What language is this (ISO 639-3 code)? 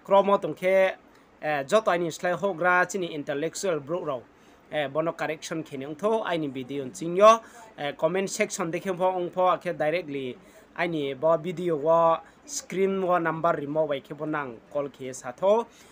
ria